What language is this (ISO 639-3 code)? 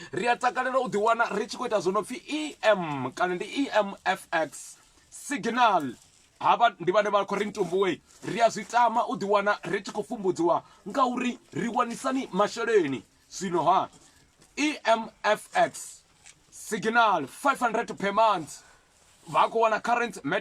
ven